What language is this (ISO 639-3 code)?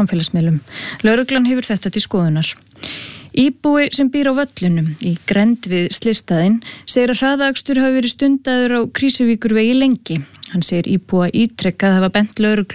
isl